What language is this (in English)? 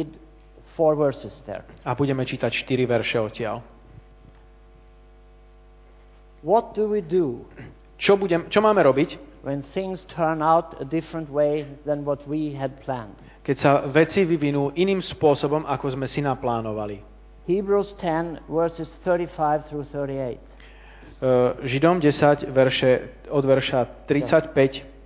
Slovak